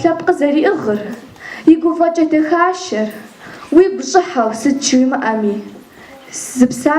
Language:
Kabardian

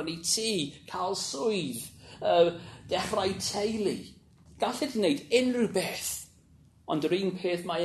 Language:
Welsh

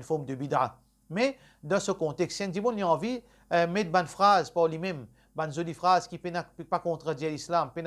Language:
Morisyen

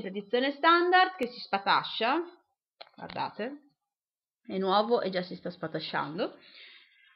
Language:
Italian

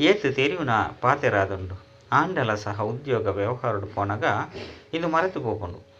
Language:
Tulu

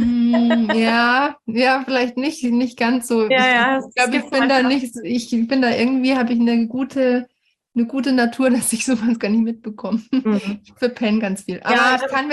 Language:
German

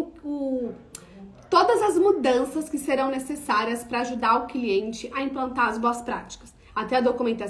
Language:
Portuguese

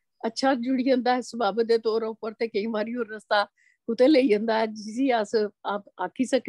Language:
Dogri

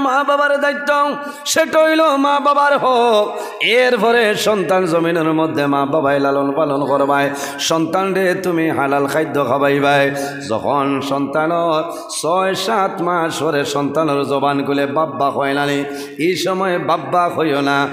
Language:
Sylheti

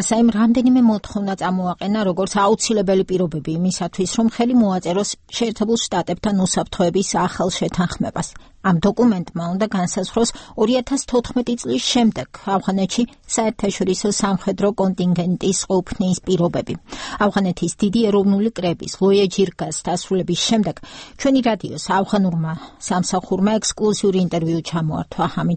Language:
Georgian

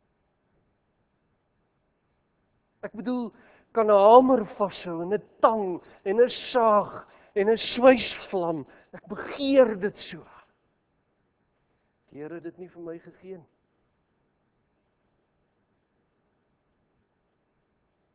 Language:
Afrikaans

